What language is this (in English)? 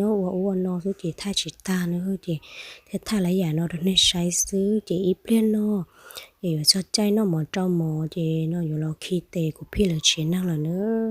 Hmong